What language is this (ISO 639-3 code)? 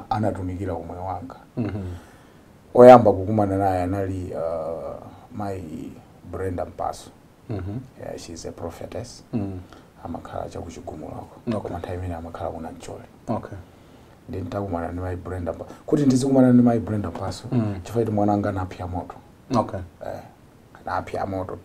nya